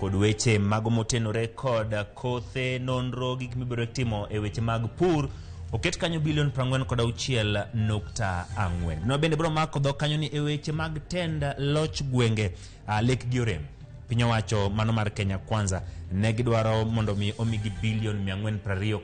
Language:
Luo (Kenya and Tanzania)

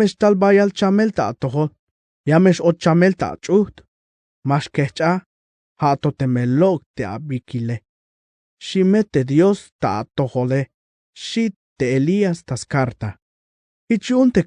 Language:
Tzeltal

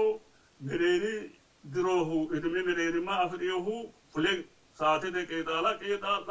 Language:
Sidamo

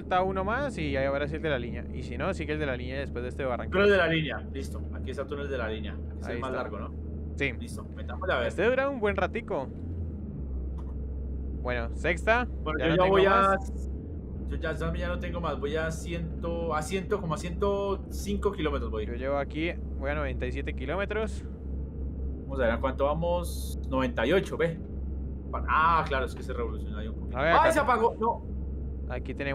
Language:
Spanish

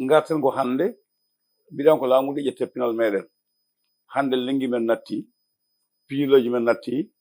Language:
Fula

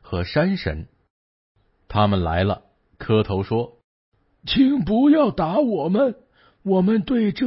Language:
Chinese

